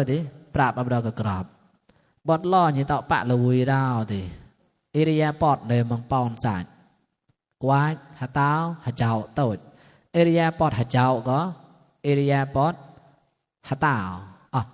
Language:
Mon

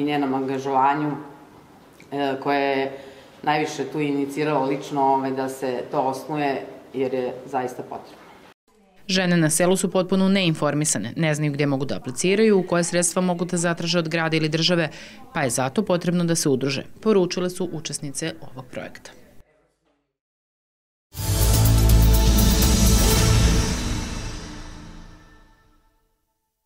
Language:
Serbian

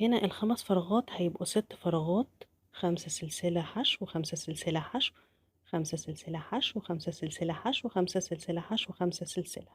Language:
Egyptian Arabic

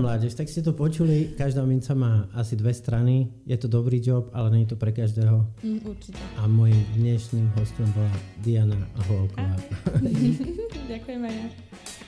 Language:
Slovak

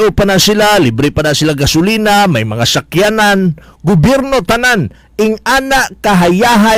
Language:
Cebuano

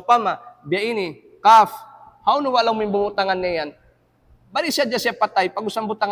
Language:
Tausug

